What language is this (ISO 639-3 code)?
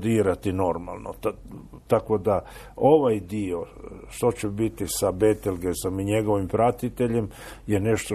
hrv